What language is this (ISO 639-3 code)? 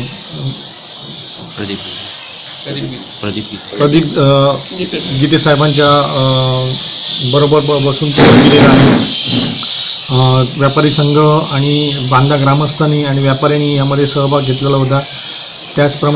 mar